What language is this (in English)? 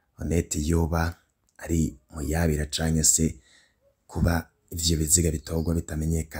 Rundi